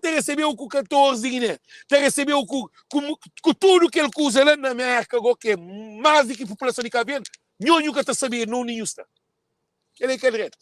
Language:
Kabuverdianu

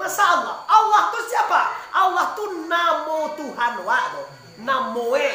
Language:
Minangkabau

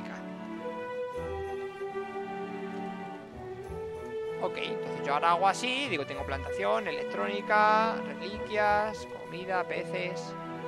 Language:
Spanish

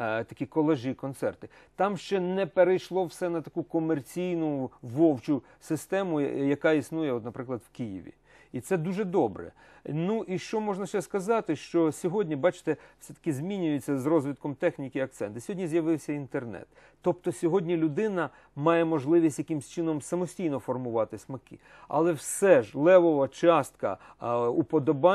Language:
Ukrainian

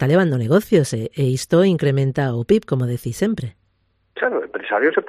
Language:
Galician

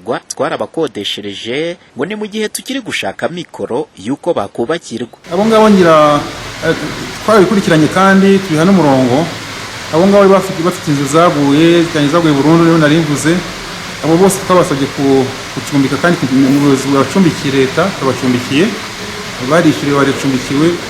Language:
Kinyarwanda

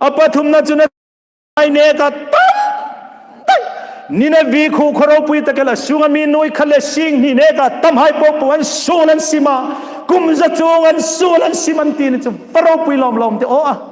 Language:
Hmar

